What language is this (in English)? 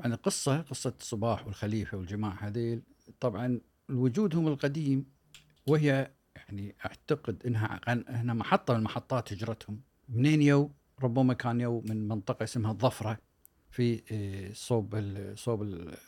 Gulf Arabic